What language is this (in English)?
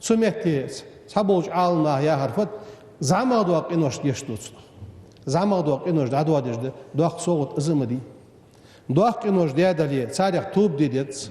Ingush